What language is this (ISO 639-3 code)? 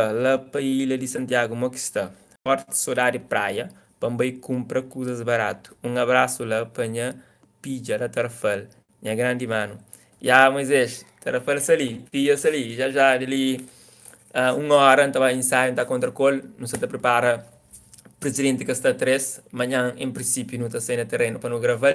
kea